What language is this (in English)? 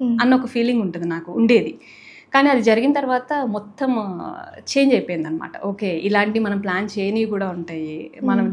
Telugu